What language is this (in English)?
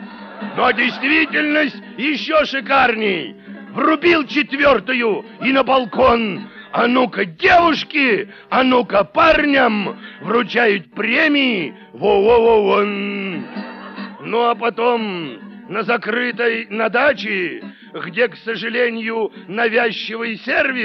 Russian